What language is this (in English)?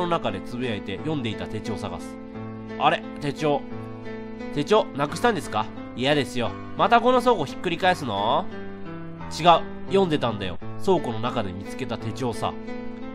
Japanese